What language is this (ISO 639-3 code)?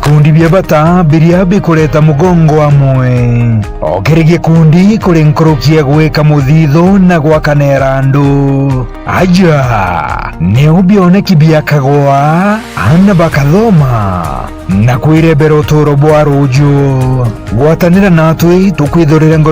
mer